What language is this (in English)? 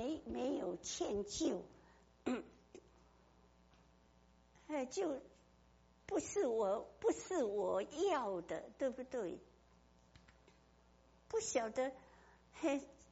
Chinese